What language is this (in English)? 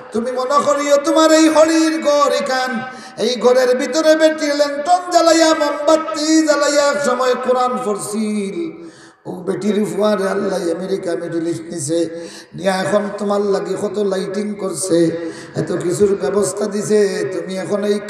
Sylheti